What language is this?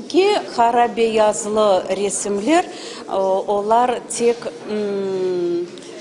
Crimean Tatar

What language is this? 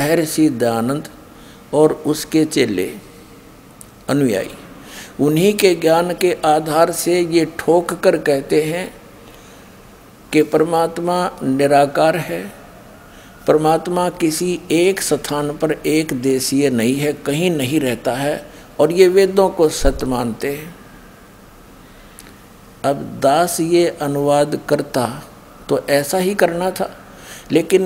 Hindi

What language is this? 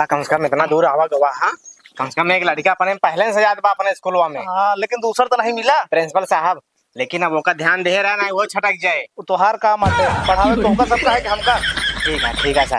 Awadhi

